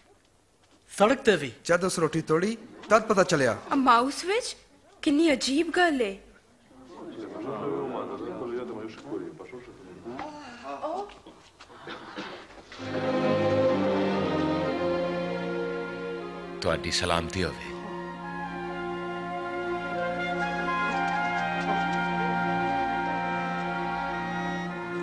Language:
Punjabi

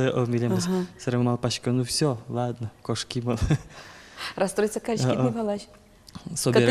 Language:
Udmurt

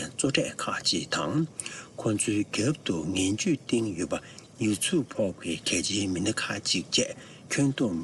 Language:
Tibetan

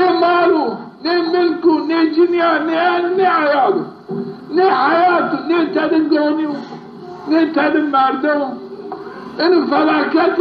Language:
Zaza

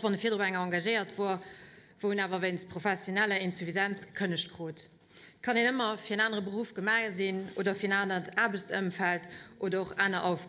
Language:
Luxembourgish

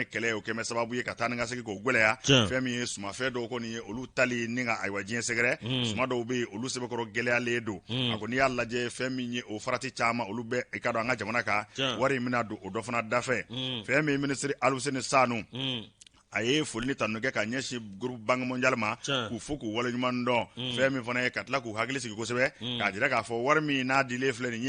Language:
Bambara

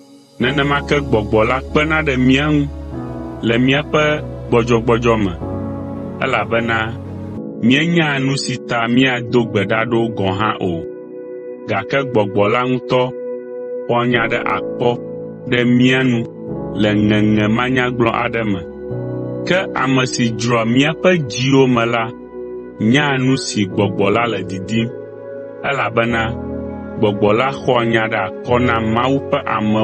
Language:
Ewe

